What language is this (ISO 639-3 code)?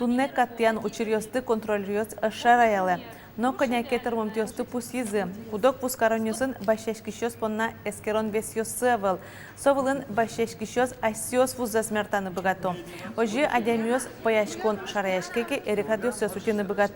udm